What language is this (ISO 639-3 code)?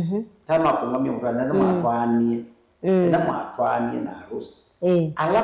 kam